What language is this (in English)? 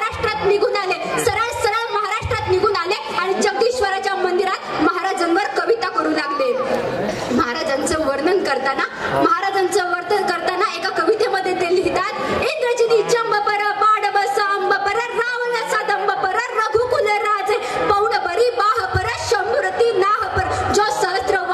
Marathi